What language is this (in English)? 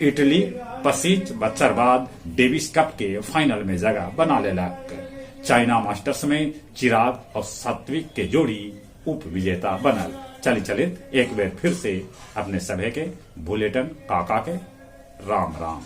Magahi